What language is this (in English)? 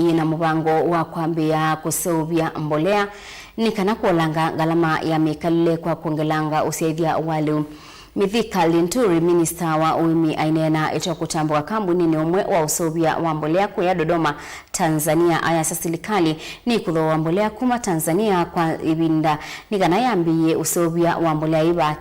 Kamba